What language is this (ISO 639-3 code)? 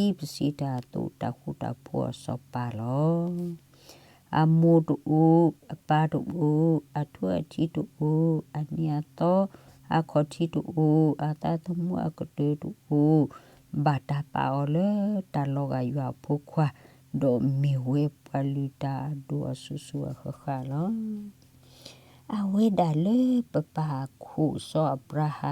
ksw